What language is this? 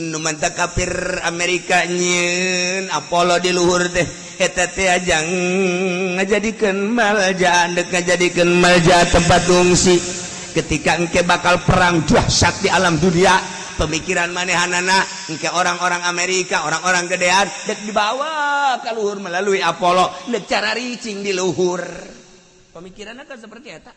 Sundanese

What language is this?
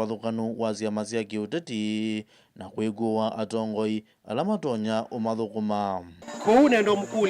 Kamba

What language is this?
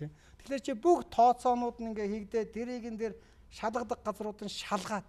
Mongolian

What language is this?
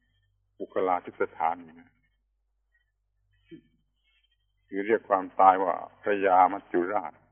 Thai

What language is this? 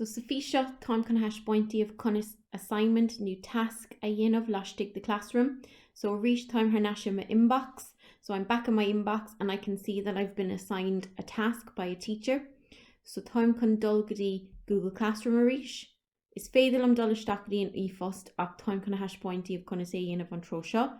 Irish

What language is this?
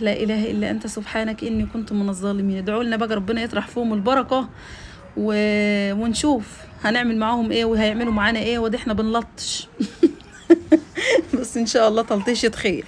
Egyptian Arabic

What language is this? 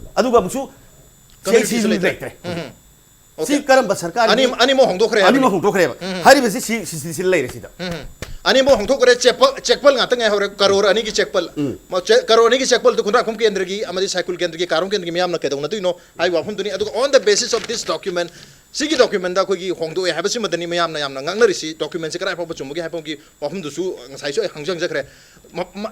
Manipuri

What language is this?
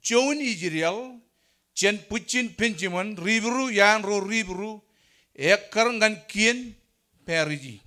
Marshallese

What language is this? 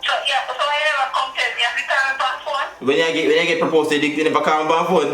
Jamaican Creole English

